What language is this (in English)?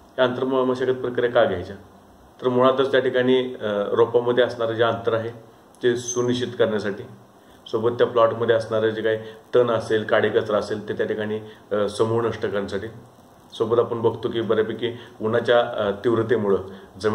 Marathi